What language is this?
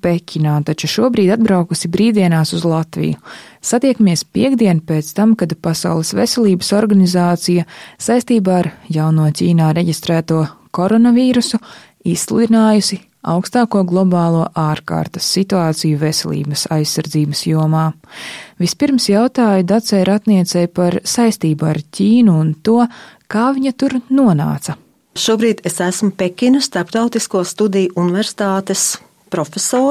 Latvian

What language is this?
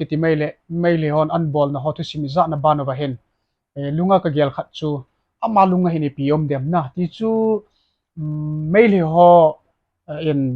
Thado Chin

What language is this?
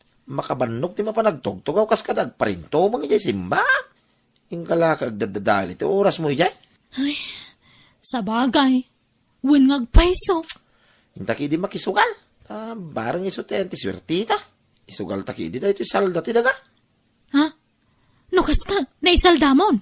Iloko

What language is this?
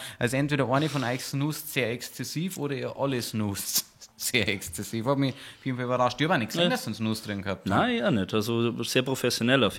Bavarian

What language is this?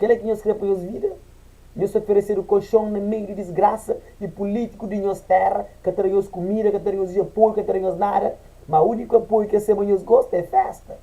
Kabuverdianu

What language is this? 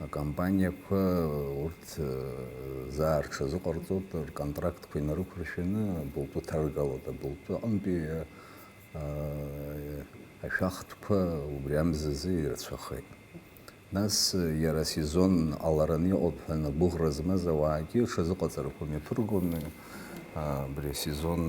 Abkhazian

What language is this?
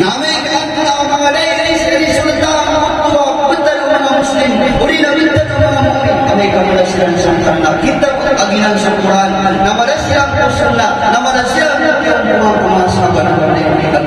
Maranao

